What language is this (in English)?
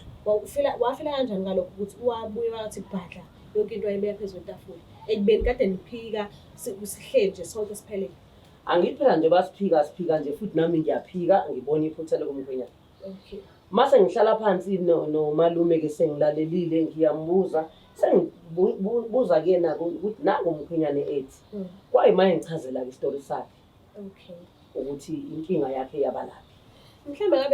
Zulu